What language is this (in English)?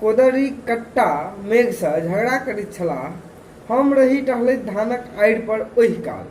Maithili